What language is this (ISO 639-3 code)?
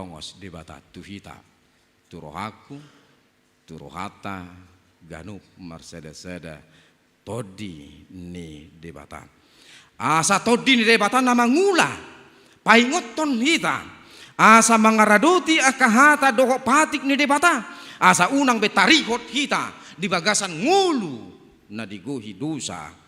bbc